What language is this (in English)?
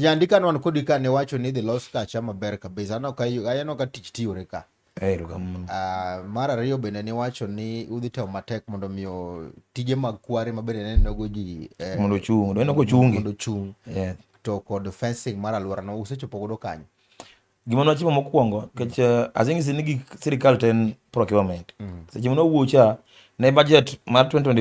Luo (Kenya and Tanzania)